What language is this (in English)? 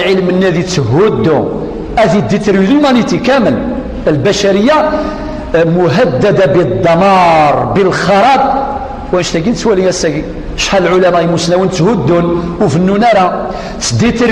Kabyle